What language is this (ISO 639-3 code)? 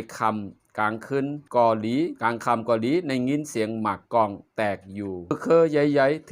shn